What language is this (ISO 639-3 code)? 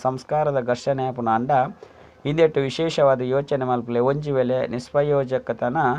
tcy